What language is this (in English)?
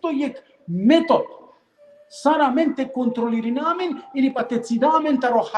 Balkan Romani